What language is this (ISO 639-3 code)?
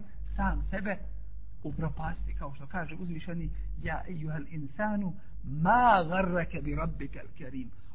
bos